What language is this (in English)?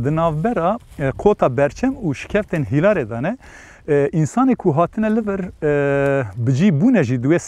Kurdish